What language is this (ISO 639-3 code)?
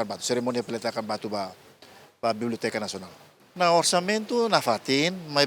tet